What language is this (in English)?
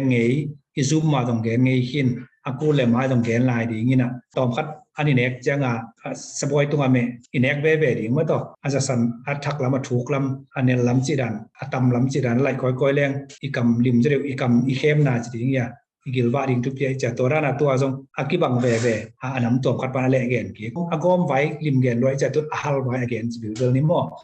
Tedim Chin